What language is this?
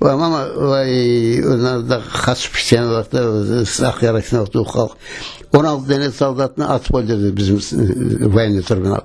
Crimean Tatar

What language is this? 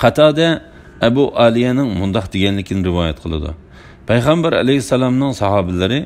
Uyghur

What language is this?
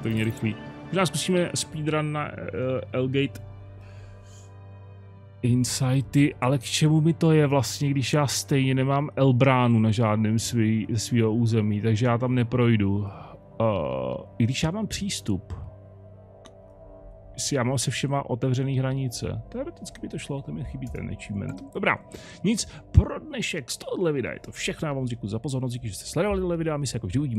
Czech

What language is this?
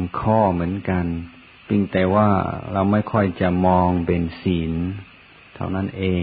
Thai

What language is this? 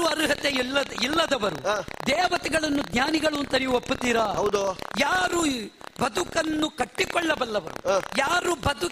Kannada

